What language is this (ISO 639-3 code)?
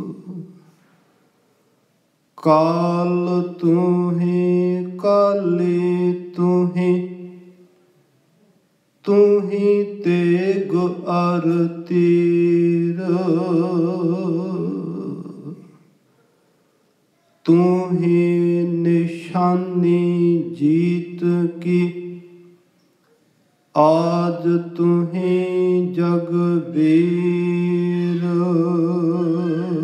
pan